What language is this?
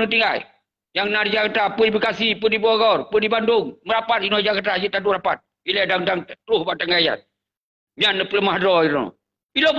Achinese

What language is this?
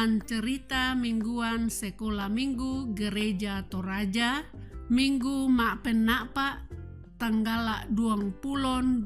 Toraja-Sa'dan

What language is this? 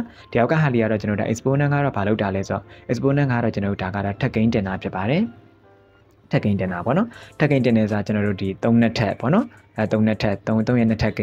Burmese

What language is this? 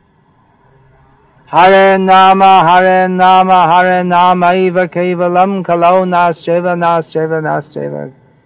Bangla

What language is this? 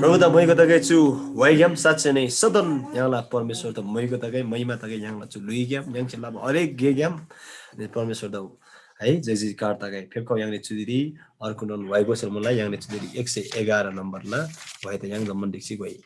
Eastern Tamang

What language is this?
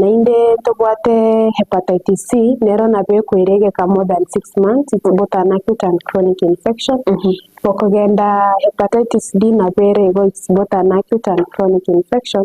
Gusii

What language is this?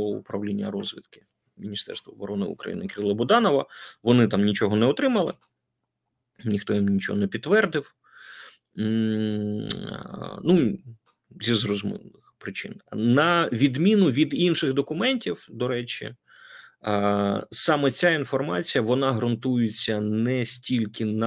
Ukrainian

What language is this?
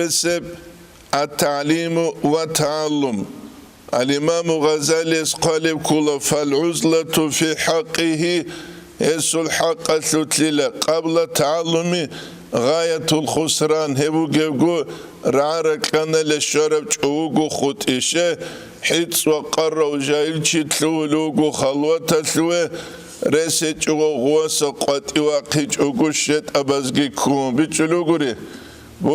Avaric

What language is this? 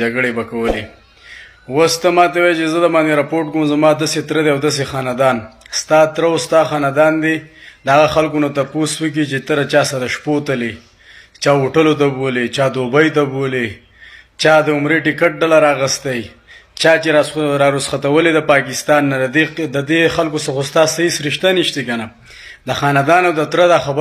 Pashto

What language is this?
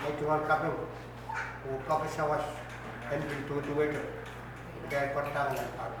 Pohnpeian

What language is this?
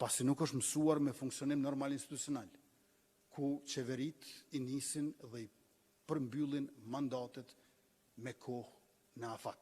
Albanian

